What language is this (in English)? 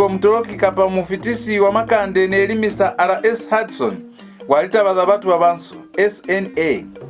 Lozi